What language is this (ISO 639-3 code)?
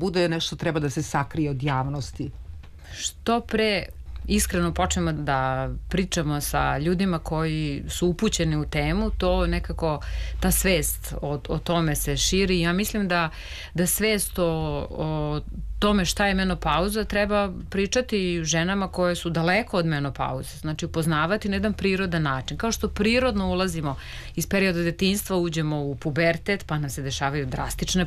srp